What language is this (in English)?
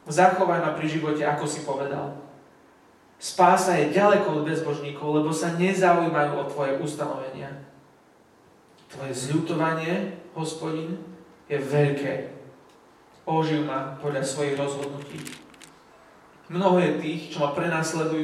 Slovak